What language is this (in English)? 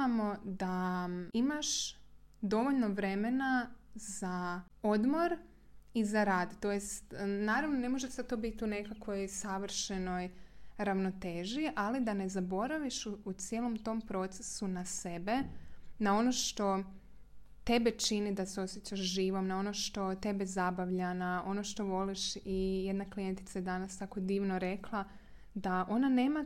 Croatian